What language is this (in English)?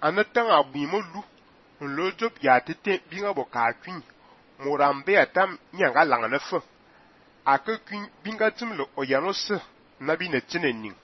Fang